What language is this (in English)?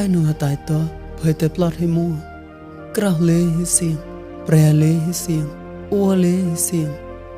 Mon